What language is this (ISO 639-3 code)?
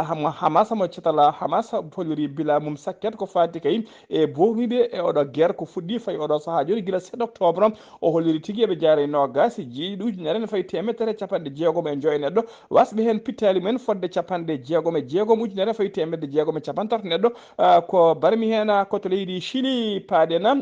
ful